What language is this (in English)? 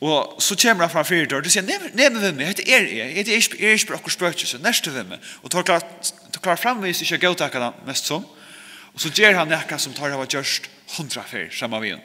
Faroese